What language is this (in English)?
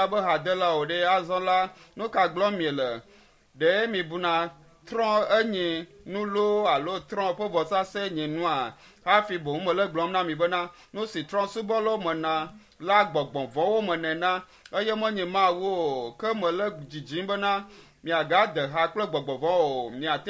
Ewe